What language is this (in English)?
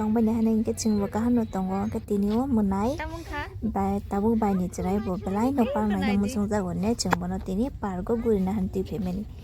Kok Borok